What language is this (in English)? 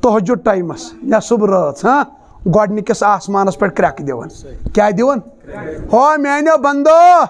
Kashmiri